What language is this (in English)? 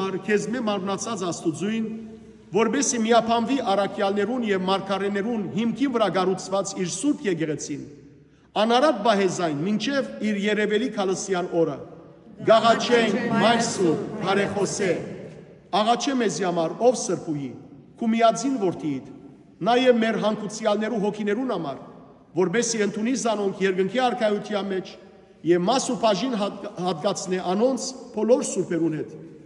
Western Armenian